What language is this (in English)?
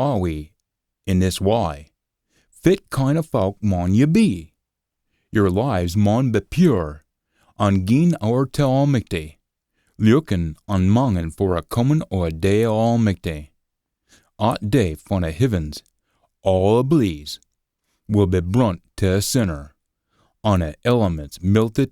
Scots